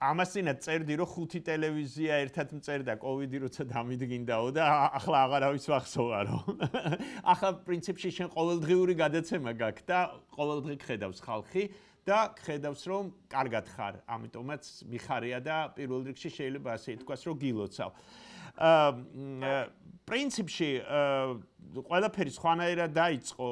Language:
Georgian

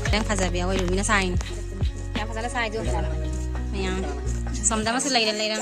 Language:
Manipuri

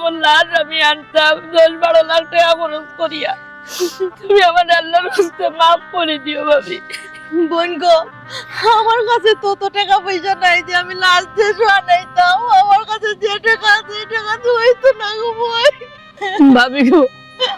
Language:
Sylheti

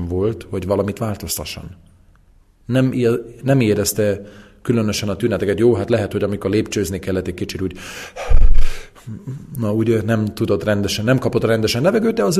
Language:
Hungarian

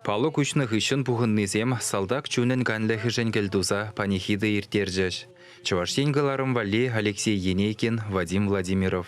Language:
Chuvash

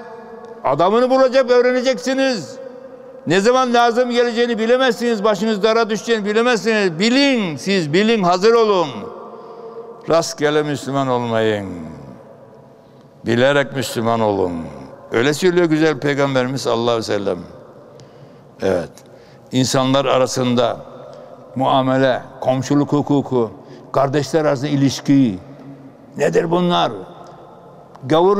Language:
Turkish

